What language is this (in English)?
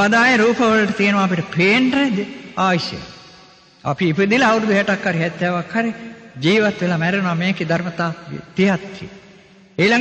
Sinhala